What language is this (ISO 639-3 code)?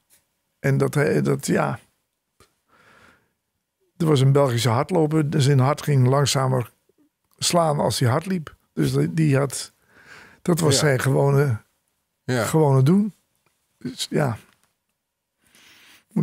nld